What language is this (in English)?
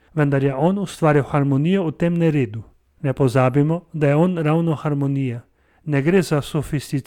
Slovenian